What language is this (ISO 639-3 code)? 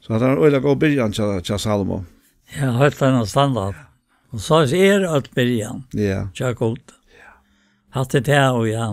fao